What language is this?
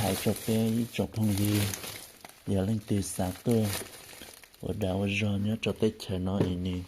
Hmong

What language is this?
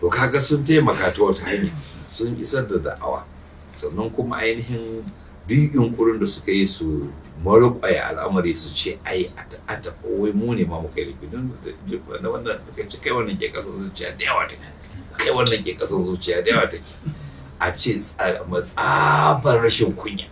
Hausa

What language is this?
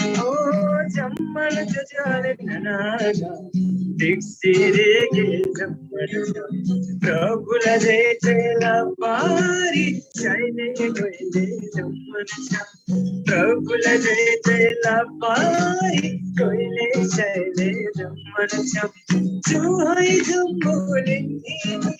Eastern Tamang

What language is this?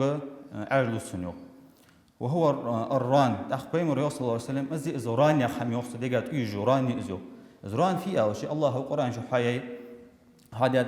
Ingush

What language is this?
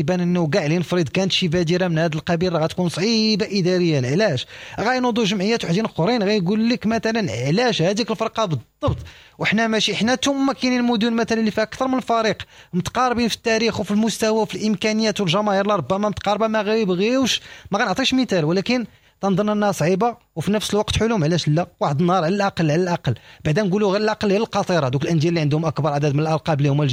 Moroccan Arabic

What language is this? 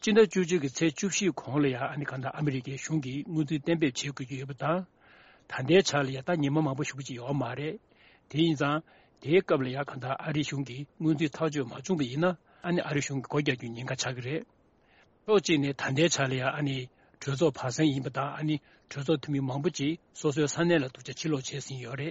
Tibetan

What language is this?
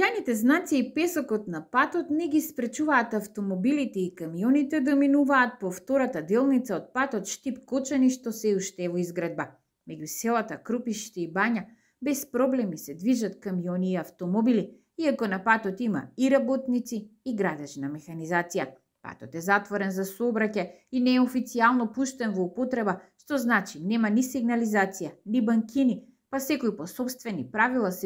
Macedonian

